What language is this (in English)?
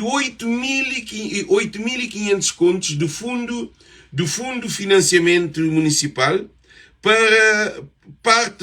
Kabuverdianu